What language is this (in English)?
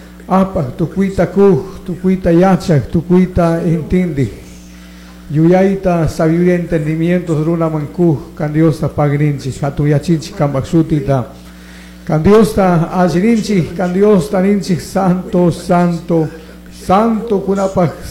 Chimborazo Highland Quichua